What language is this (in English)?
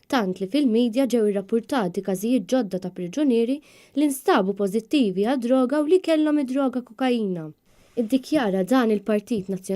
Maltese